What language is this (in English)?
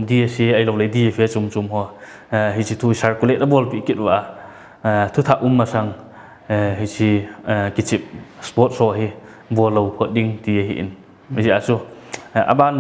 Paite Chin